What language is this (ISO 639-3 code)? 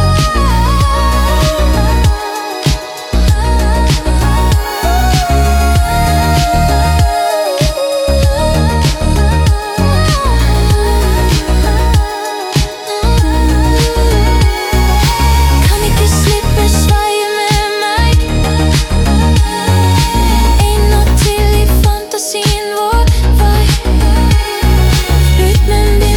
nor